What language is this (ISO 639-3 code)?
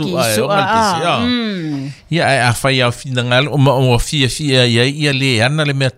smo